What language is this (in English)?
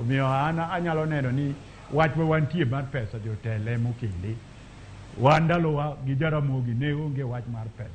Luo (Kenya and Tanzania)